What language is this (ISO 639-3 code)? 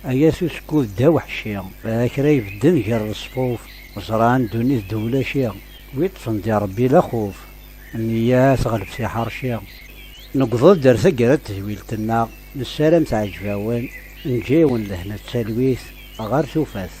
kab